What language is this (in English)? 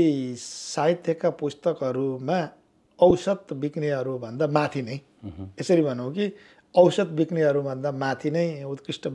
Nepali